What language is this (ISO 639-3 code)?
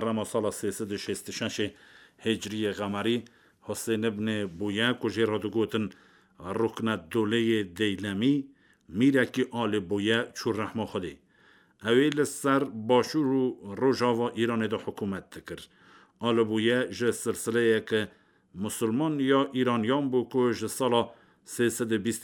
kur